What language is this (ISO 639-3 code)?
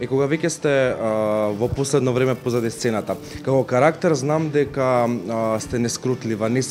mkd